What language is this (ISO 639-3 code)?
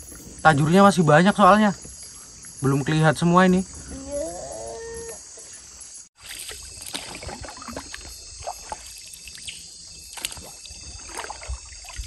ind